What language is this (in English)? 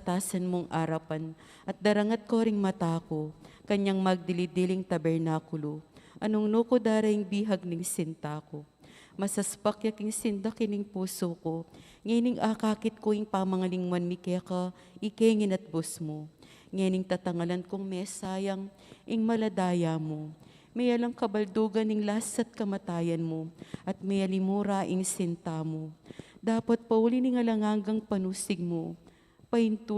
Pampanga